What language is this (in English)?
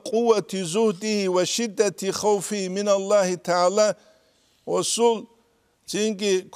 Avaric